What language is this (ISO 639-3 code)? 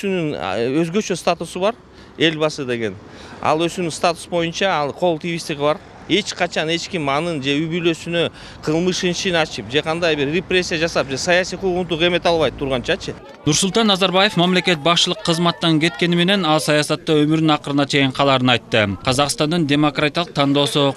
kir